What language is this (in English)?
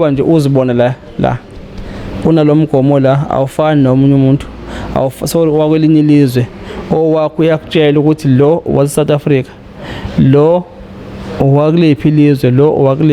Zulu